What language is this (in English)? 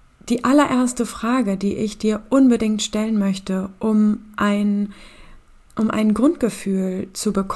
German